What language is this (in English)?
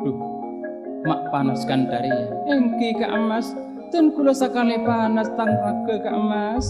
Madurese